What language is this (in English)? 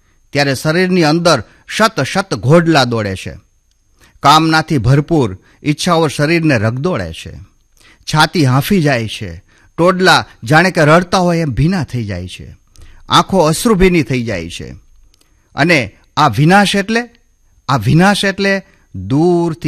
Gujarati